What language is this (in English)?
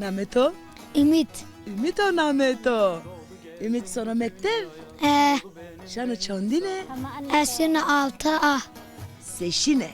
Zaza